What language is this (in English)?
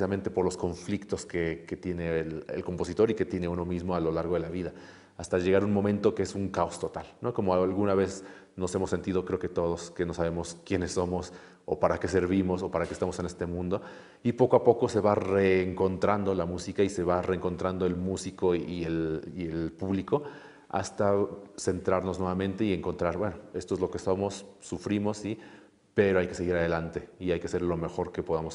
Spanish